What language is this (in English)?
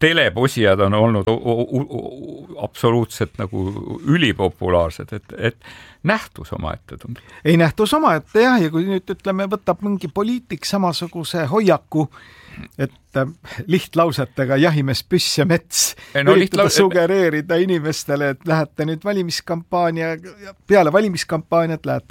Estonian